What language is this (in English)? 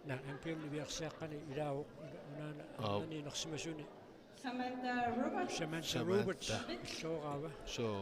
Kalaallisut